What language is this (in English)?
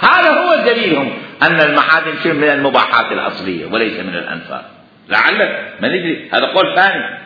Mesopotamian Arabic